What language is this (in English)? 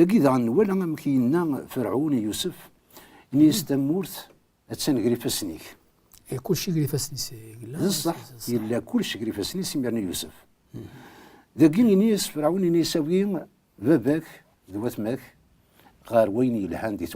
Kabyle